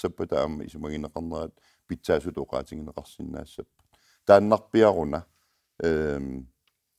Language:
Kalaallisut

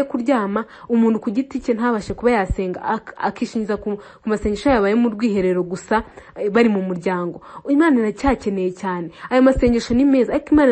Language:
Kinyarwanda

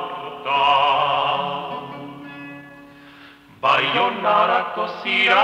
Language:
Basque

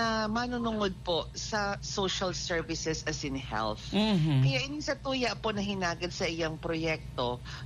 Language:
Bikol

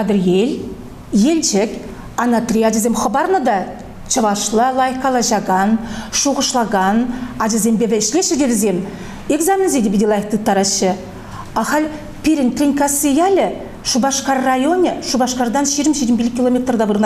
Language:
Chuvash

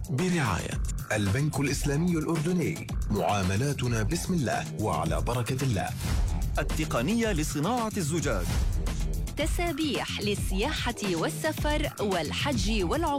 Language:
Arabic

